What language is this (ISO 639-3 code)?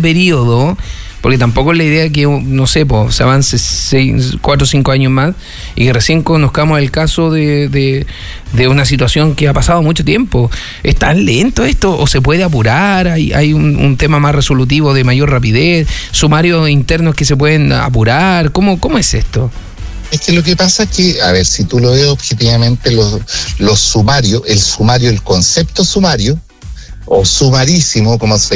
spa